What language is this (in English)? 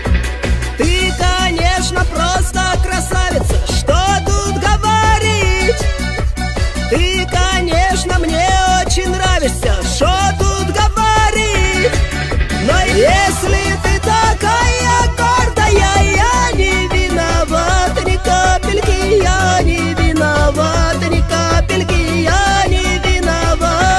Russian